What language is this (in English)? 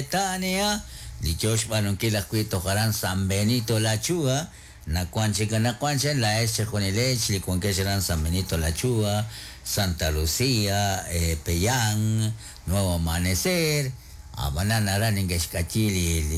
Kekchí